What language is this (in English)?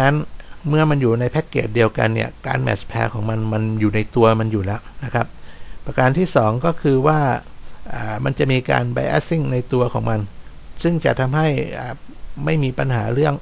Thai